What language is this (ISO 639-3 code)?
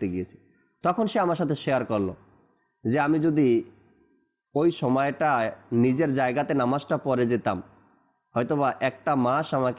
ben